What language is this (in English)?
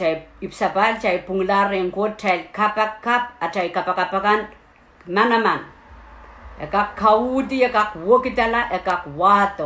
Pohnpeian